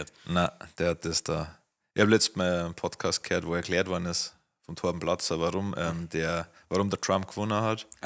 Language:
Bavarian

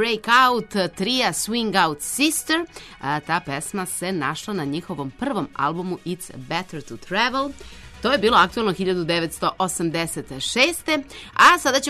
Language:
Serbian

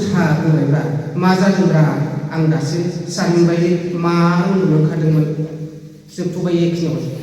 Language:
Bodo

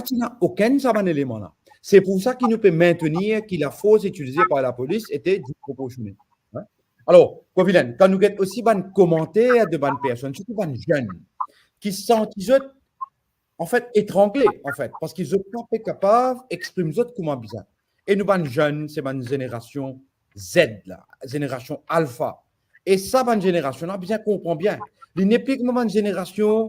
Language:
Morisyen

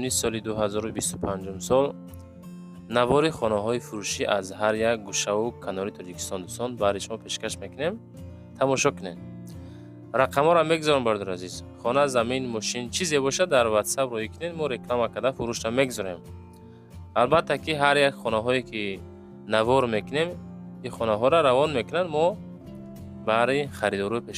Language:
Tajik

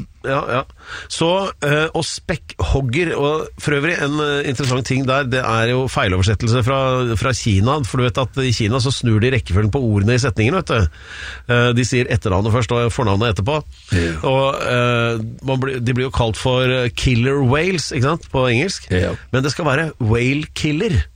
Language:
Norwegian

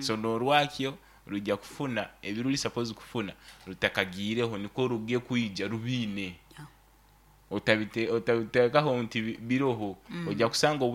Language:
Nyoro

